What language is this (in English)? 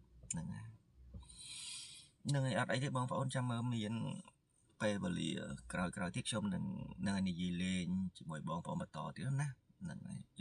Khmer